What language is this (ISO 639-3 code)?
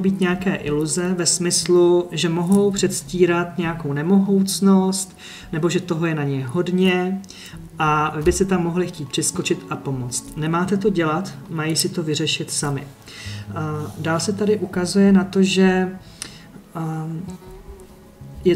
ces